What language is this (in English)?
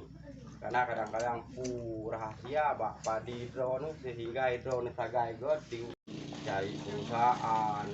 Achinese